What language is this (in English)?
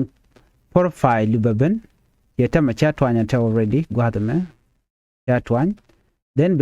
Nuer